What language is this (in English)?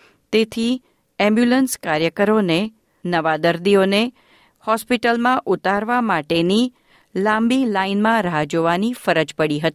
Gujarati